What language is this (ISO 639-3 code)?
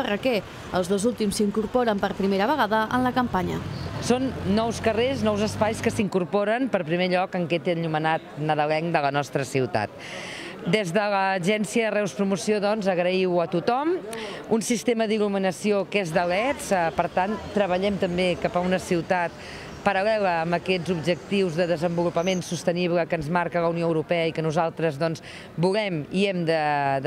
cat